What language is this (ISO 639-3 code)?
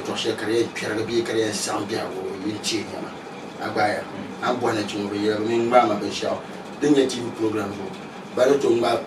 dag